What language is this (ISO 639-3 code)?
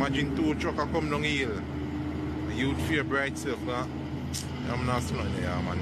jam